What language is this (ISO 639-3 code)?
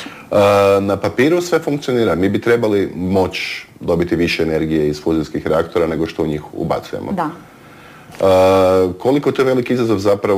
hrv